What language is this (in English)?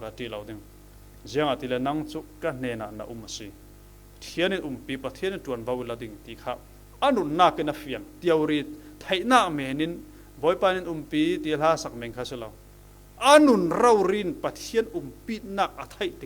Falam Chin